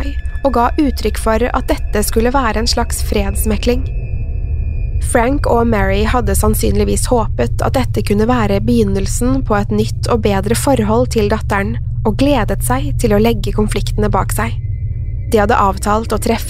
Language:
Norwegian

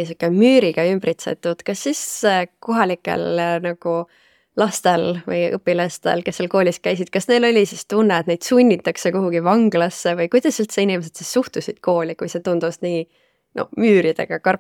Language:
Estonian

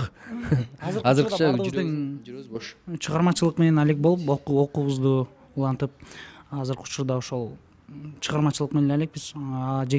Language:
Kyrgyz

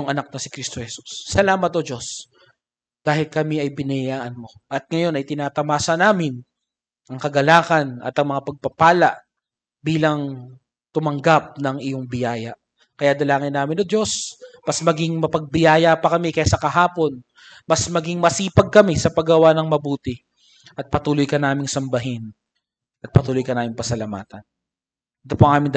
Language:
Filipino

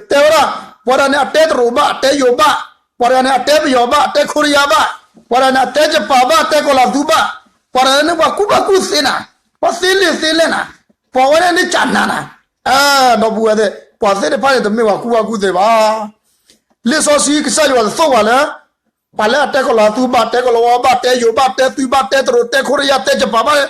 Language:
S'gaw Karen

